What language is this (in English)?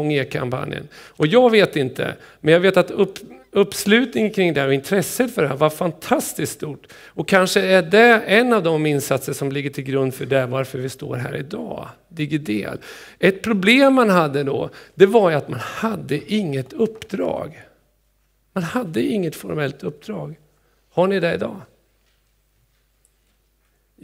Swedish